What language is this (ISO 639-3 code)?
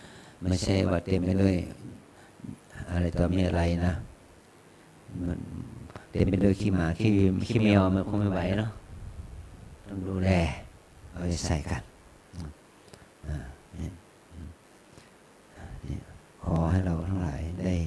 tha